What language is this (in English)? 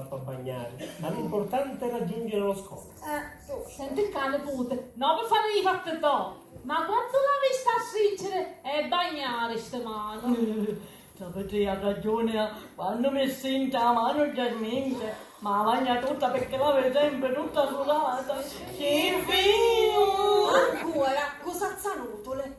Sicilian